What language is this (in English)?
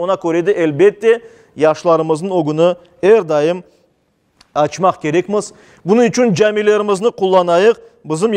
Crimean Tatar